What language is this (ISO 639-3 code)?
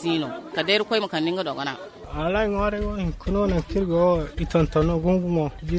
dje